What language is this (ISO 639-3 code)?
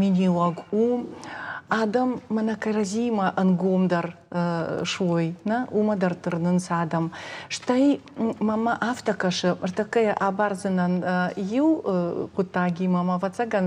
oss